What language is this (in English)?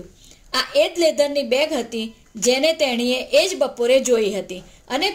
Gujarati